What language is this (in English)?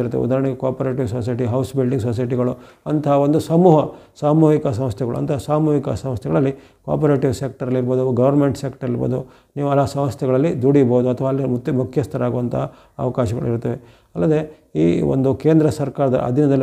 Kannada